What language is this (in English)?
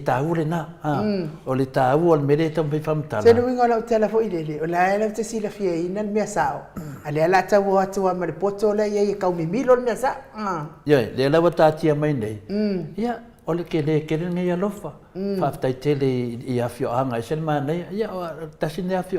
Samoan